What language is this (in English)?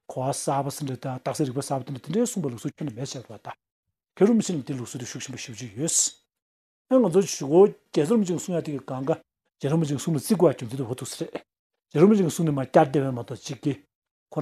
Tibetan